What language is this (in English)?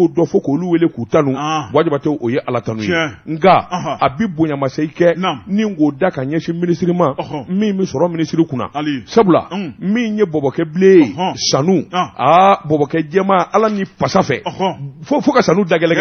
Bambara